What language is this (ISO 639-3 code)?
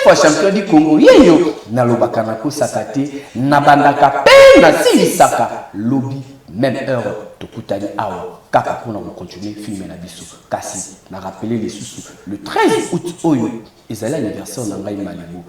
lin